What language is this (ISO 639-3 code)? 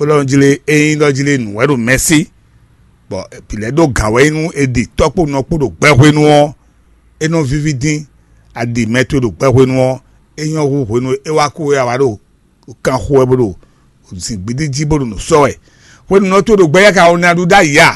fon